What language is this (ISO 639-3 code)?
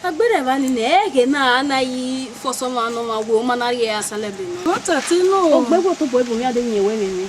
bin